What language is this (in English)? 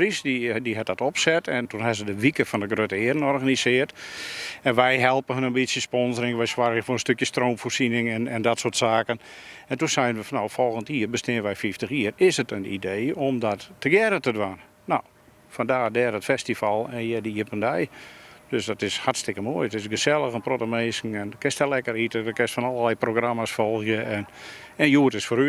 Western Frisian